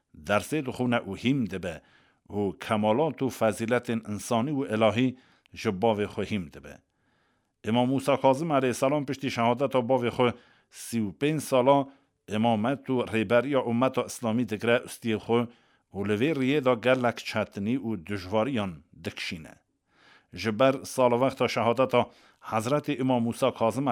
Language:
Kurdish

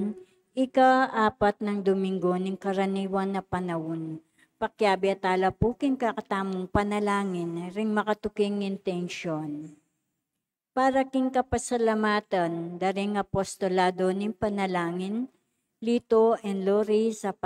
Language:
Pampanga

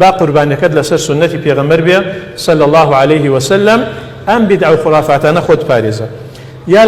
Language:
Central Kurdish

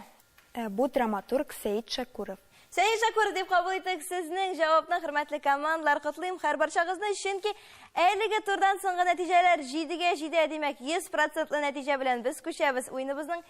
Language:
Tatar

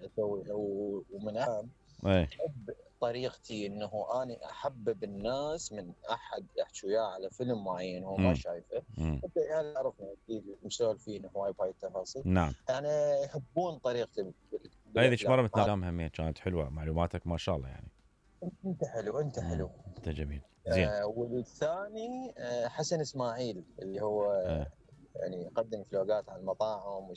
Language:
Mesopotamian Arabic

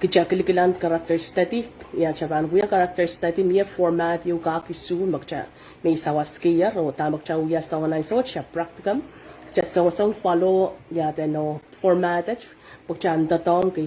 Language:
Pohnpeian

